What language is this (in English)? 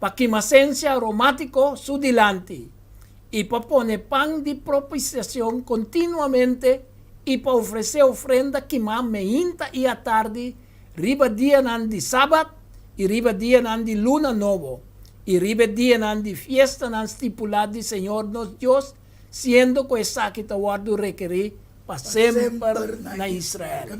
Papiamento